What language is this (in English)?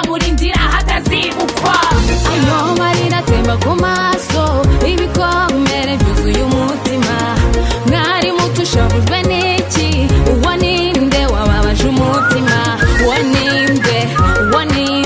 Kinyarwanda